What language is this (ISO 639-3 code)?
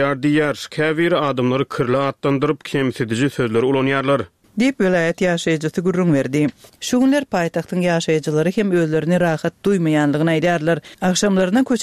tuk